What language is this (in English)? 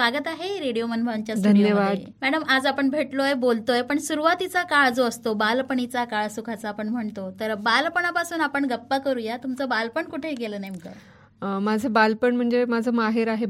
Marathi